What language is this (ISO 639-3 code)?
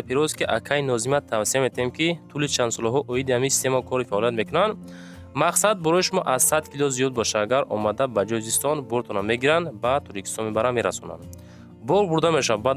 tgk